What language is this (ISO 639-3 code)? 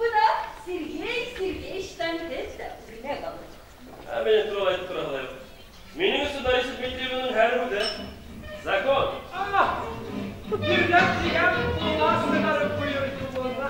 bak